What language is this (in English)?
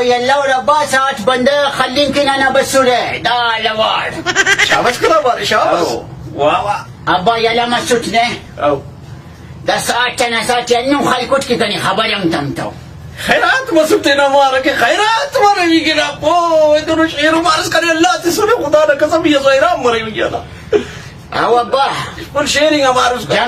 Brahui